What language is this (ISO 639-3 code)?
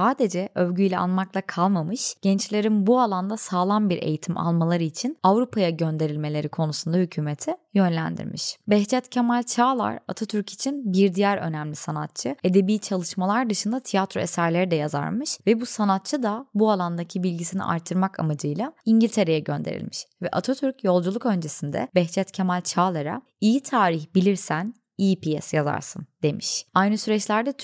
tur